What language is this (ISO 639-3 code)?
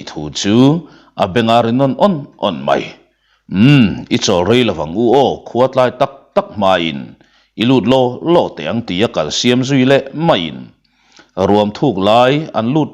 lus